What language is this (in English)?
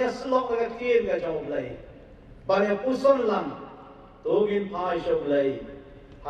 Khasi